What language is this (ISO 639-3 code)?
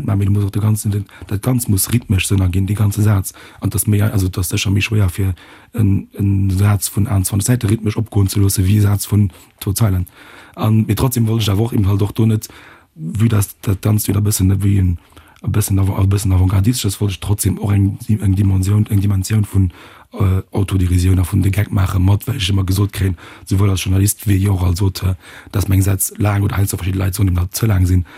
ltz